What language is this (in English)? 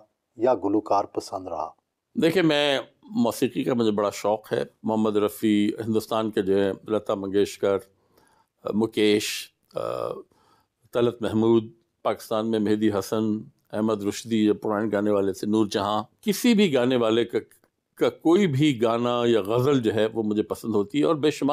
Urdu